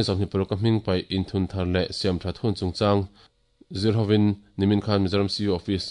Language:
Mizo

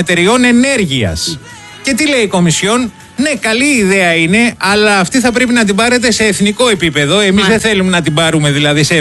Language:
Greek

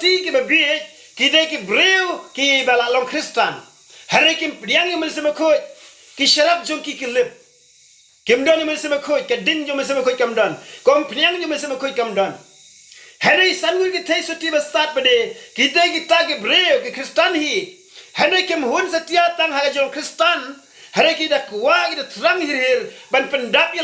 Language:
Khasi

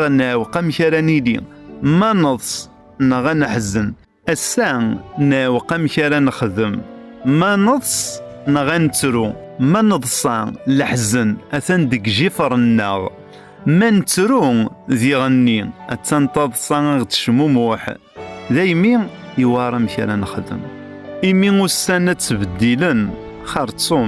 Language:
Kabyle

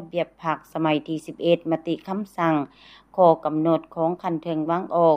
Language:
Lao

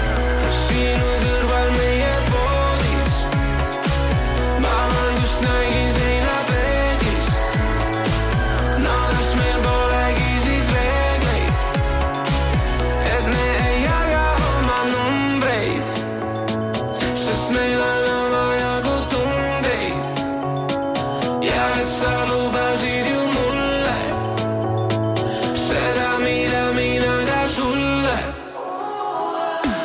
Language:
Estonian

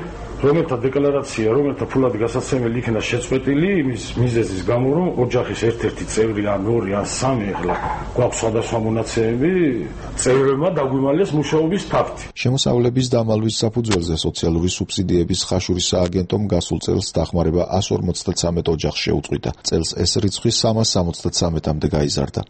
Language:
Georgian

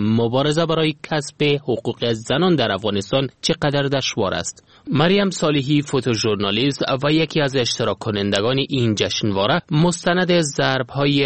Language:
Persian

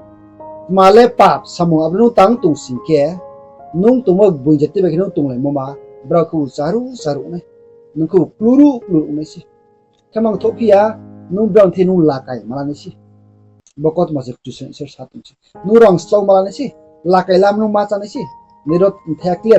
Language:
Riang (India)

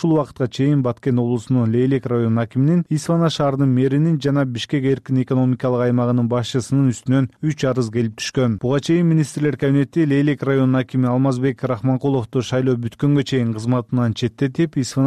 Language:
Kyrgyz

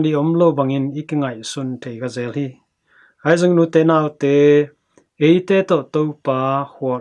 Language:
Tedim Chin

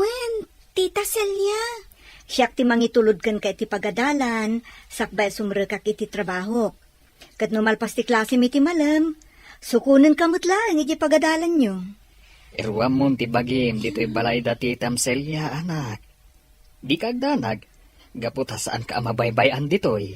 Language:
Iloko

